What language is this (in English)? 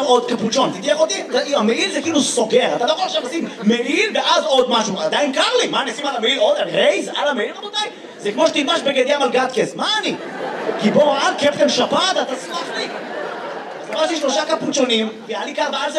Hebrew